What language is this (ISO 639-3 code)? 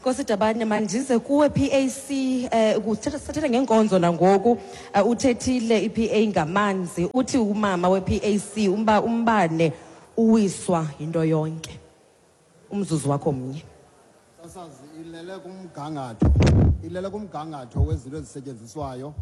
xho